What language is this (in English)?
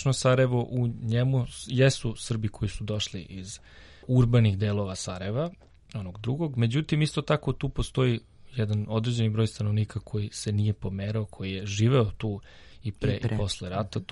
Serbian